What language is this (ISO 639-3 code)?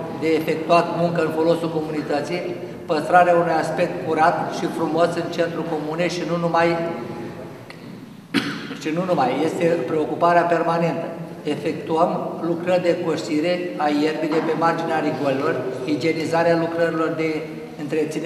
ron